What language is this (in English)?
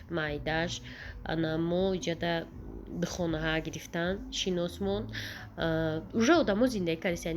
Tajik